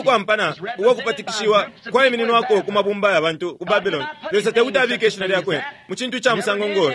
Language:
Bemba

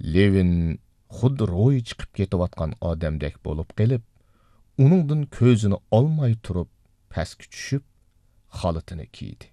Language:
Uyghur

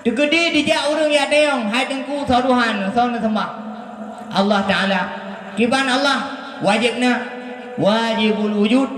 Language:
Achinese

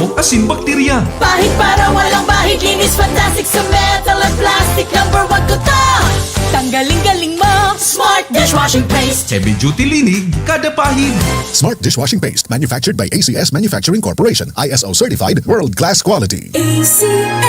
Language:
Bikol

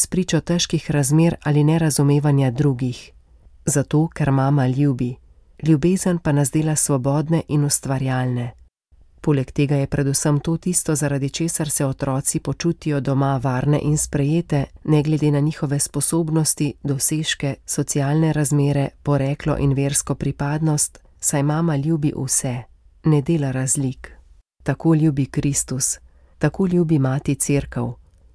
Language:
Slovenian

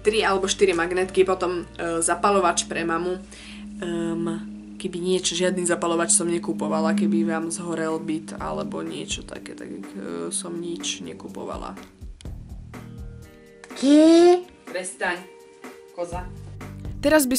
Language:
Slovak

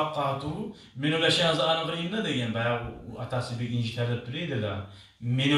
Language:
Kumyk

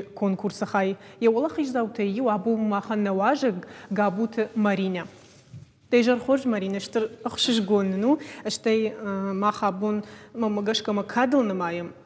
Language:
Ossetic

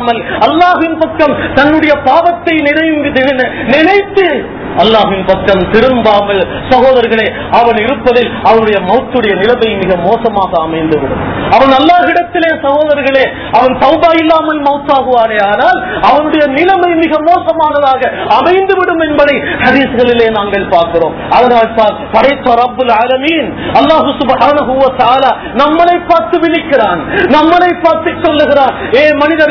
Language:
Tamil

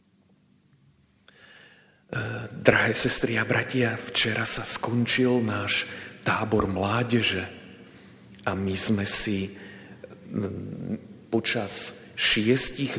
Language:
Slovak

